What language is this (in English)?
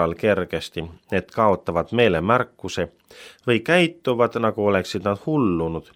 Estonian